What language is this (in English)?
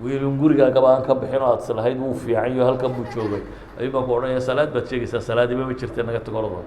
Somali